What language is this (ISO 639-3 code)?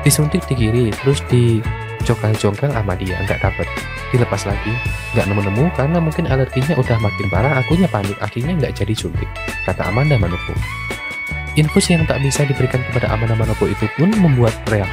ind